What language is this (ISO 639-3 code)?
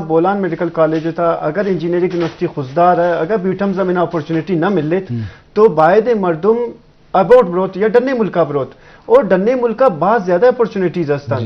bgp